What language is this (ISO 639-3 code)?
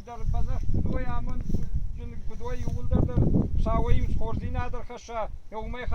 oss